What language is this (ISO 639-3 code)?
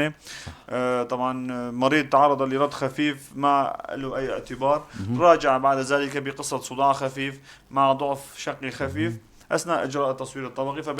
apc